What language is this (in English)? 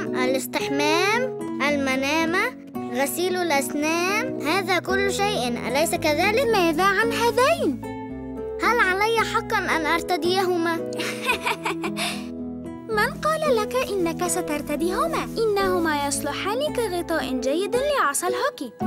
Arabic